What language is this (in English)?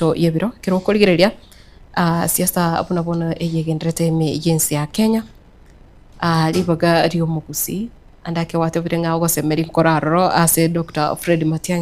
Gusii